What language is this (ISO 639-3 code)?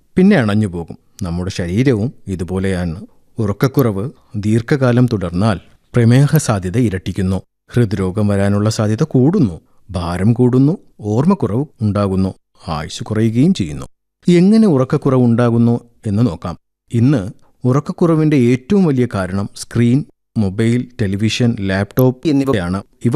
mal